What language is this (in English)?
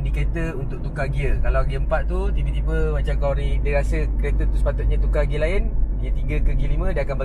Malay